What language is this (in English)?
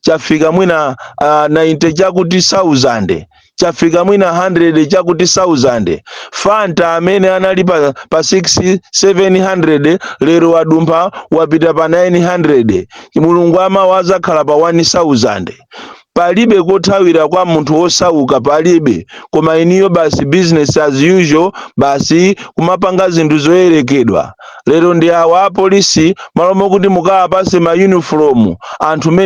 Nyanja